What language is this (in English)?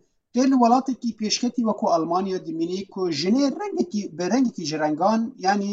Kurdish